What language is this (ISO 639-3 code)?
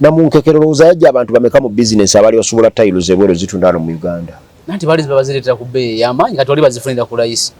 lug